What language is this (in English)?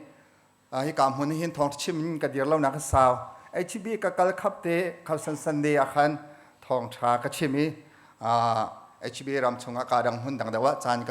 Hakha Chin